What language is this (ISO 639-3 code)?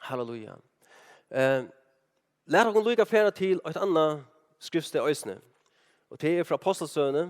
fao